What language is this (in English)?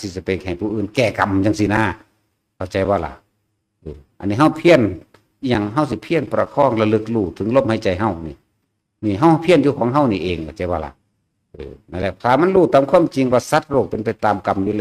Northeastern Thai